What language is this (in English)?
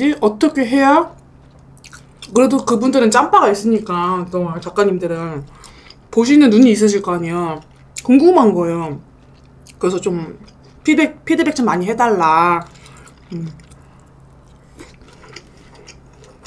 Korean